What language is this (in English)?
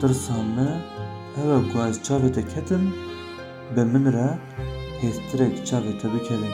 Kurdish